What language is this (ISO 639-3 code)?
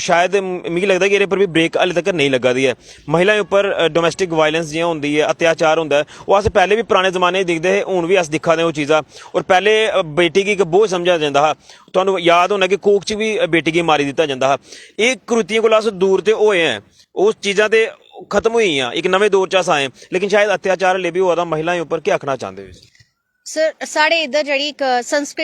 doi